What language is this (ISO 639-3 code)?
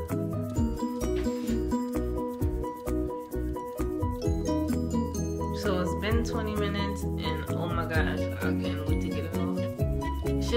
eng